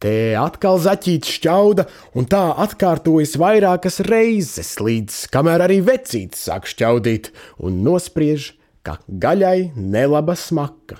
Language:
Latvian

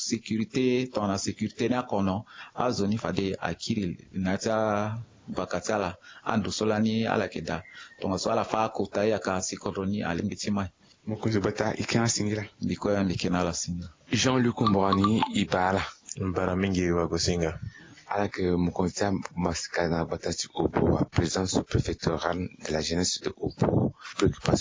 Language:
Sango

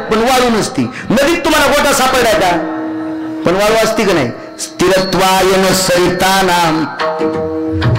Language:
Marathi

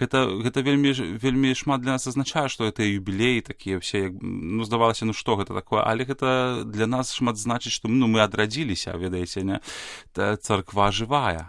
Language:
Belarusian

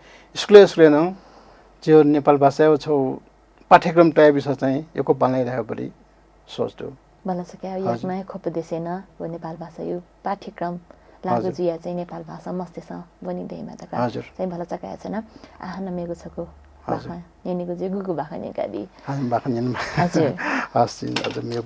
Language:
Newari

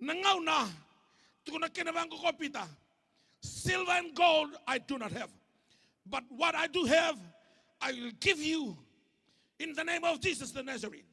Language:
Fijian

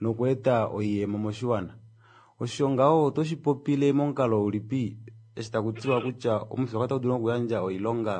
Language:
Kuanyama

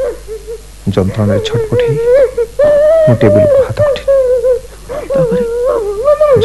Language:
Odia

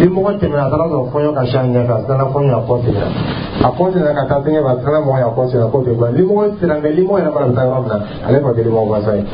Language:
Dyula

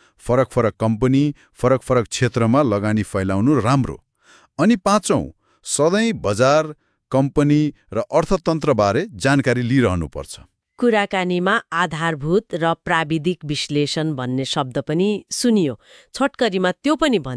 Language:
Nepali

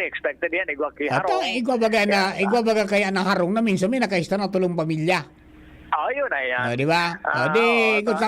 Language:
Bikol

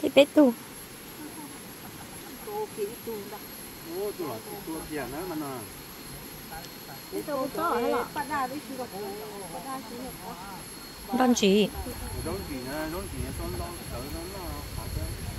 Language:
Vietnamese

